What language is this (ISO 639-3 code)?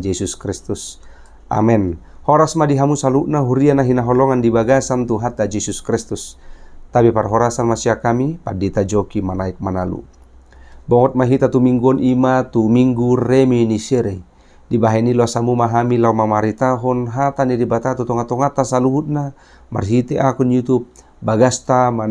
bbc